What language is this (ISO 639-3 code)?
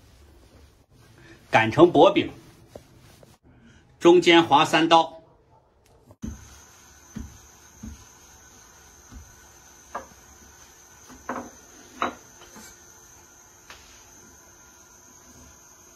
zho